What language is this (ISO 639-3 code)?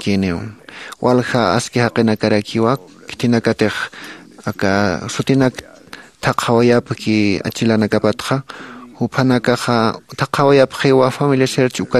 aym